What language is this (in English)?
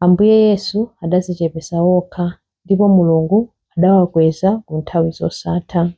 Nyanja